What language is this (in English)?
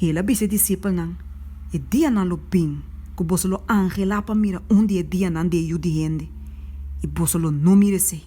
Papiamento